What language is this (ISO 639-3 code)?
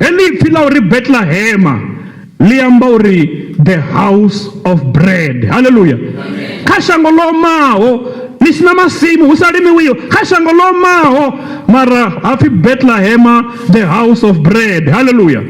ven